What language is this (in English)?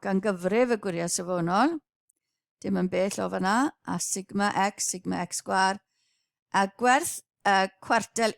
Welsh